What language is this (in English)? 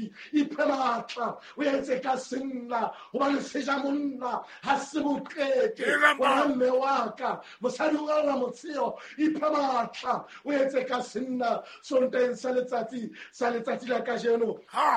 Southern Sotho